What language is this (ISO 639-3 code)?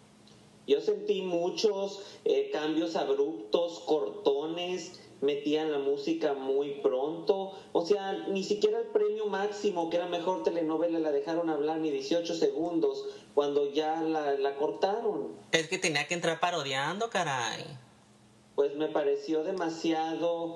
spa